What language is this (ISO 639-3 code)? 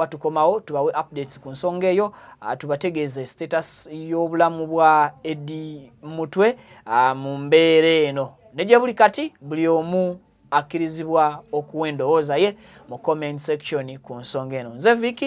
lug